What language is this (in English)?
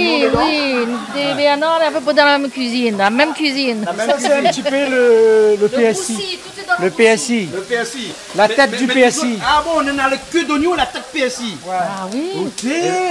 French